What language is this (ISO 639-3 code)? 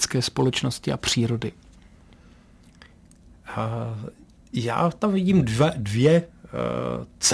ces